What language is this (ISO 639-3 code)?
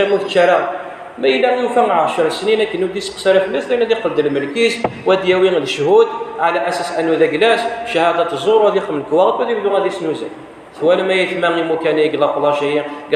kab